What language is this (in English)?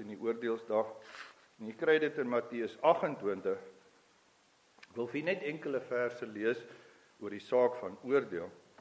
Afrikaans